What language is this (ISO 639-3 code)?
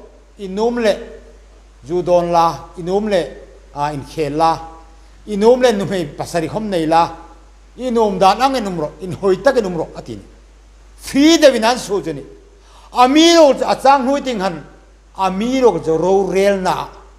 hmr